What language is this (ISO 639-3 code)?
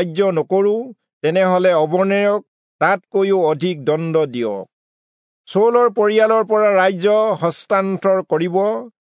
asm